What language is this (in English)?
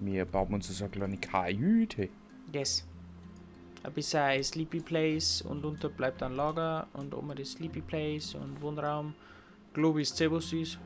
Bavarian